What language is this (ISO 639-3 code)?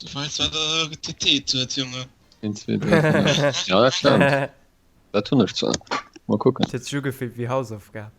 ltz